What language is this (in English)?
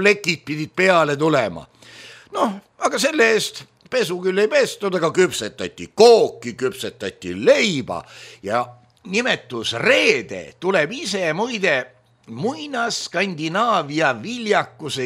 Estonian